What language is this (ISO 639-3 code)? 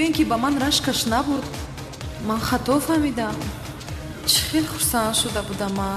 tgk